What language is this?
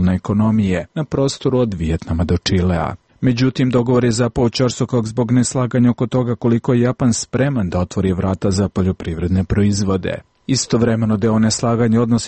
Serbian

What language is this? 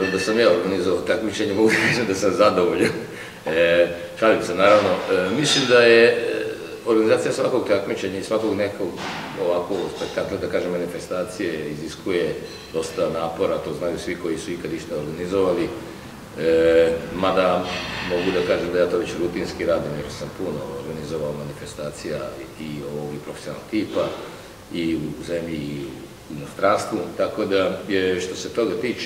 Serbian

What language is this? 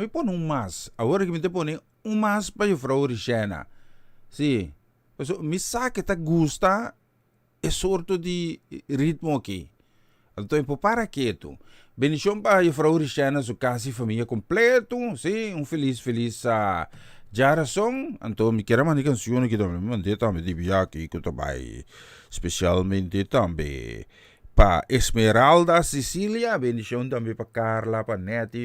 Papiamento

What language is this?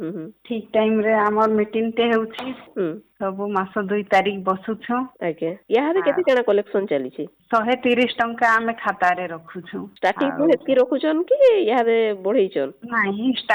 Odia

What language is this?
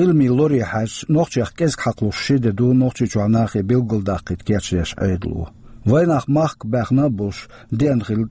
Chechen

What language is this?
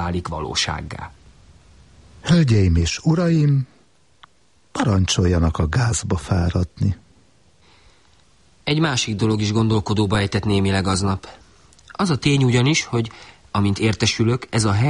Hungarian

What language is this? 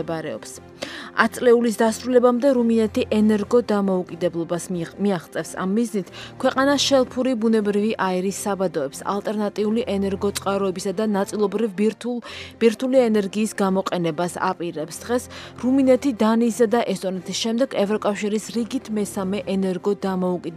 Georgian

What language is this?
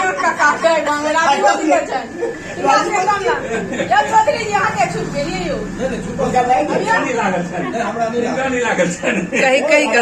Maithili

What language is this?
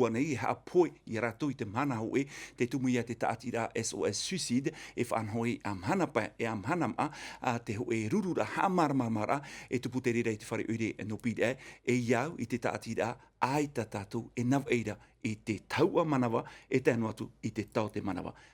Tahitian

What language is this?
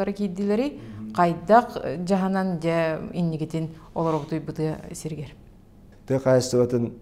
Yakut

